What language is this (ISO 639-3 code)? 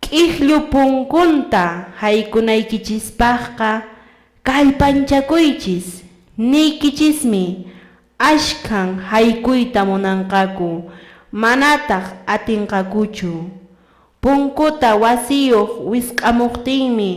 que